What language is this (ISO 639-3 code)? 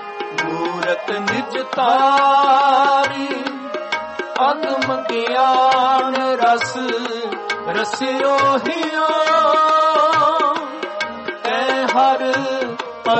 pan